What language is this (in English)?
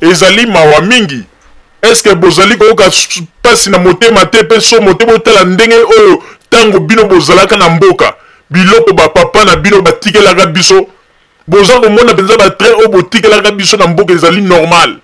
Lingala